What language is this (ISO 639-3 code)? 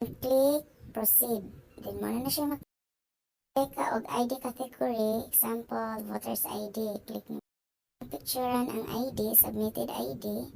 ceb